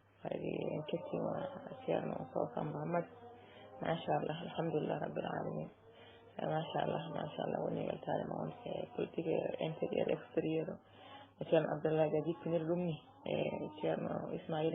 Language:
Fula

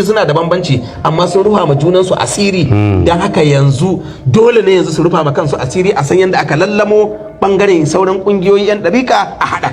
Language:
Hausa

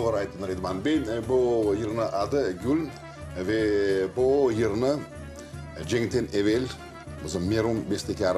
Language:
Crimean Tatar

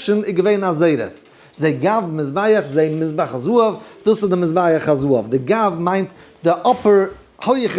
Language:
Yiddish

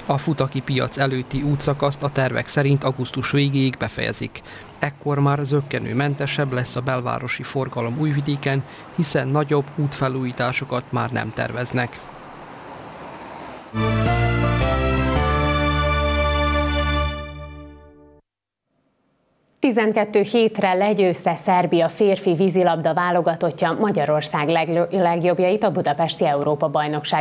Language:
Hungarian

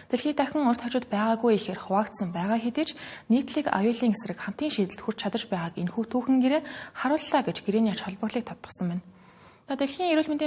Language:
Mongolian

